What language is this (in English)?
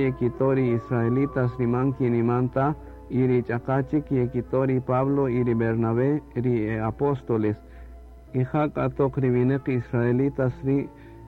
Kaqchikel